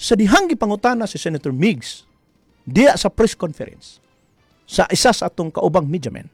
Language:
Cebuano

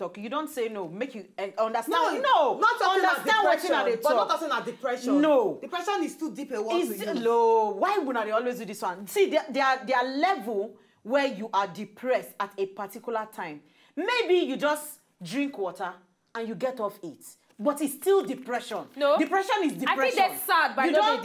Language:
Nigerian Pidgin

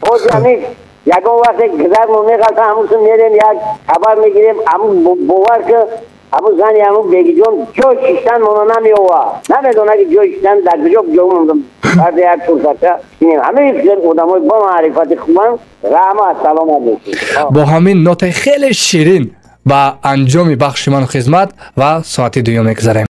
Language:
Tajik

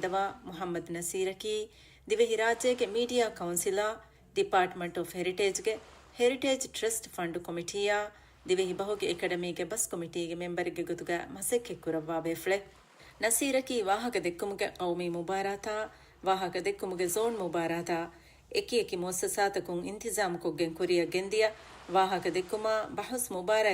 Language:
Divehi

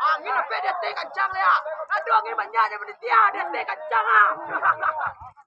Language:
Minangkabau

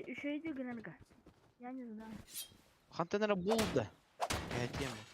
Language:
Yakut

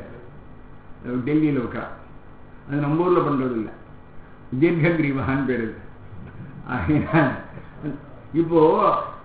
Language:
Tamil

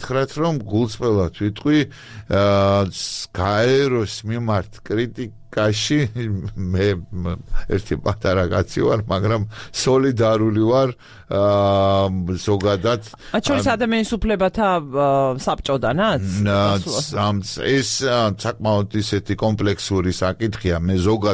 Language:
Georgian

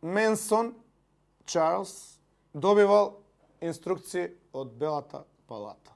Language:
Macedonian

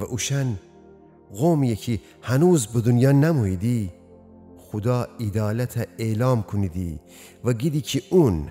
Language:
Gilaki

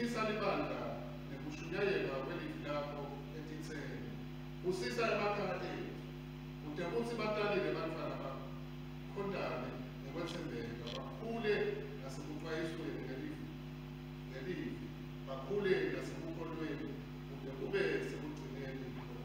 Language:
Swati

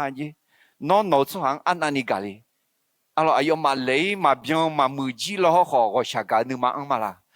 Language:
Akha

